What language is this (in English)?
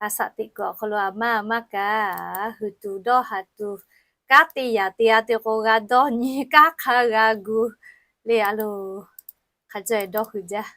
Lahu